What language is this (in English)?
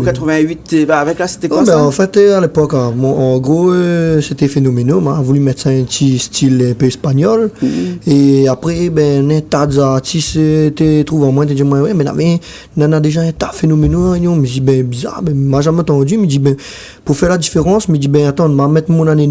Réunion Creole French